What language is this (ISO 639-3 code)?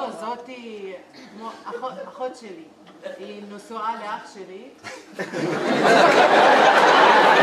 heb